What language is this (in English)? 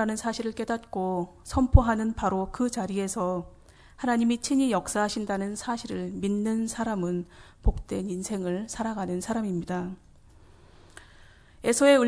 Korean